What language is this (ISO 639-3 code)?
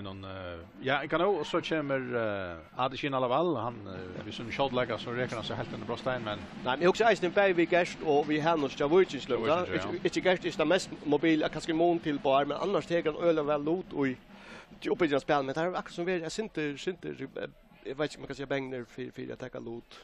fao